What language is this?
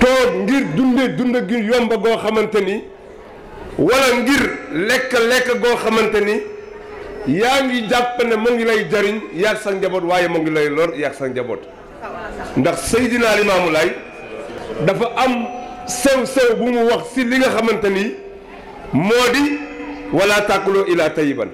Wolof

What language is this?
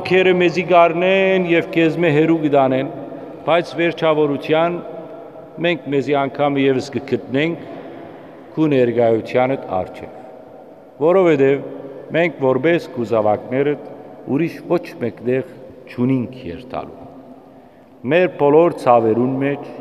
Western Armenian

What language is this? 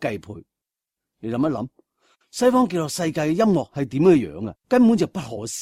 Cantonese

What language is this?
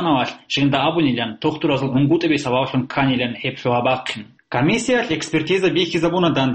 Avaric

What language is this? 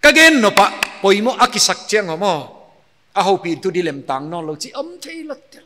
Paite Chin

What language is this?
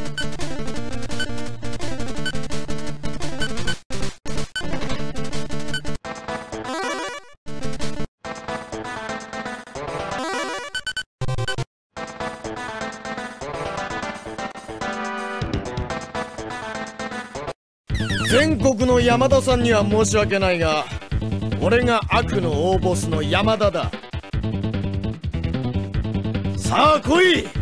Japanese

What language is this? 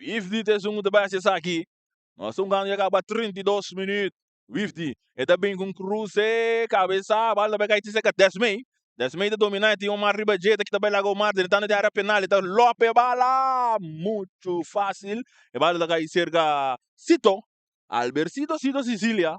Papiamento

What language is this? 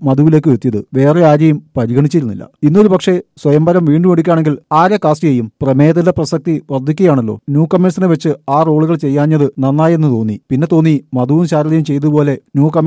Malayalam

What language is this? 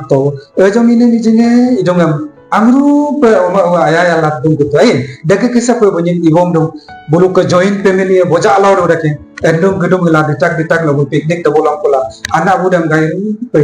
Adi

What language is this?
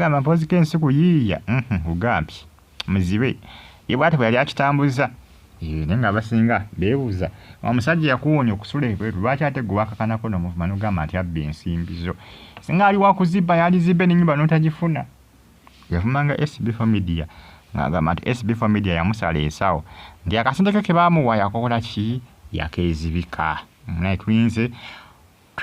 Ganda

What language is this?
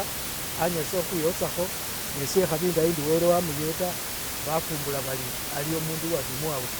Masaaba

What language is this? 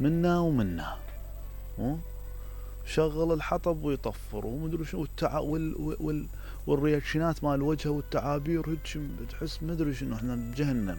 Mesopotamian Arabic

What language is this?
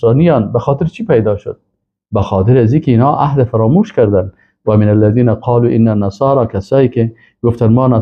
Persian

